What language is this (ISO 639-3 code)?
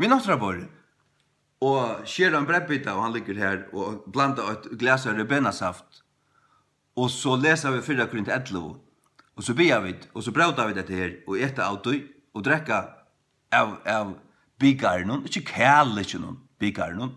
fao